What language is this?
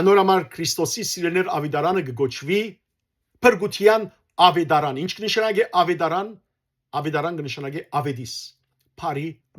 Western Armenian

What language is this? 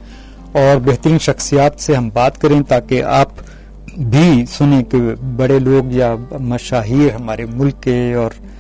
Urdu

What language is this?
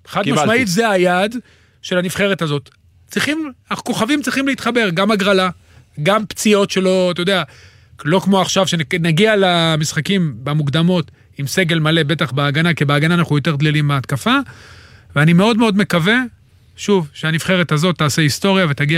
Hebrew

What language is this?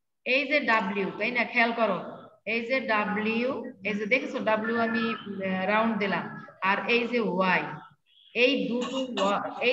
Bangla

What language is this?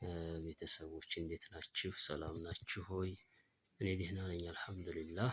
Amharic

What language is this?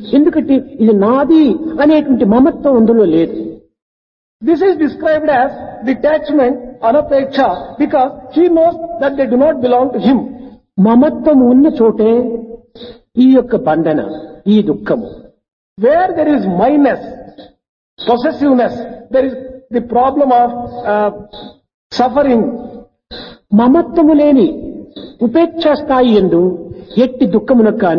Telugu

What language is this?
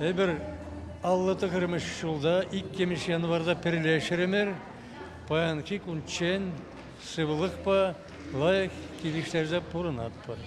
Chuvash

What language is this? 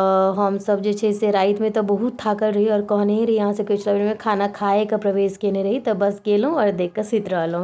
Maithili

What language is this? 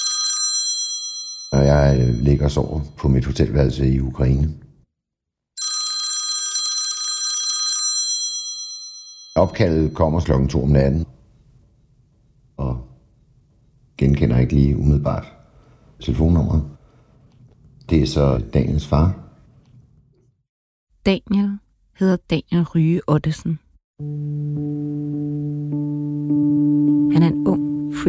Danish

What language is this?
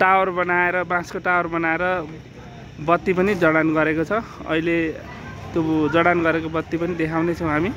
Nepali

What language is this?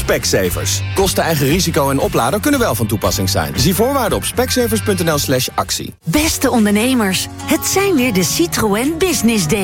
Dutch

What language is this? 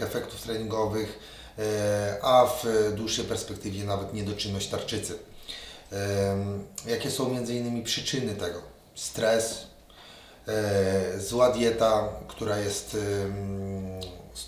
Polish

